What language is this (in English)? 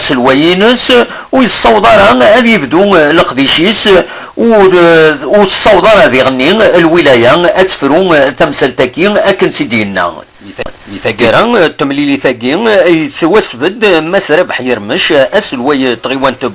Kabyle